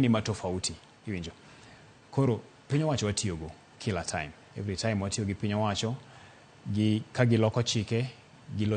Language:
Luo (Kenya and Tanzania)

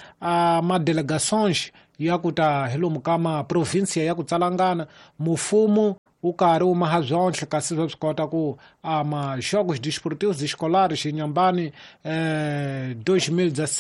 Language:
Tsonga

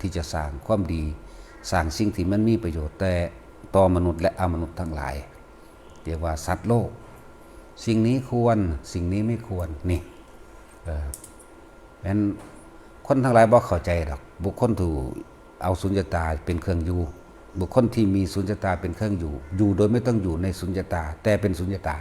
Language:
Northeastern Thai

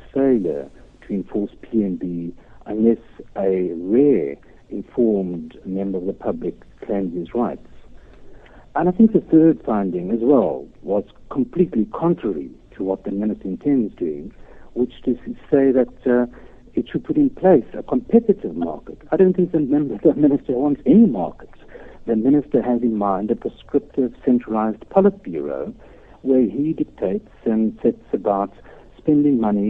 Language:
English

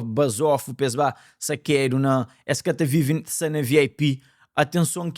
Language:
Kabuverdianu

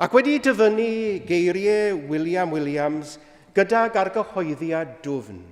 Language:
Welsh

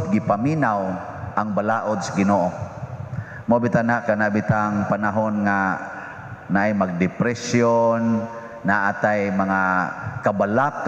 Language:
Cebuano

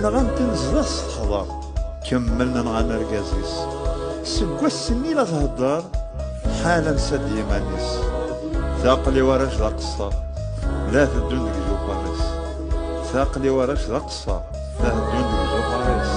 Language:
Kabyle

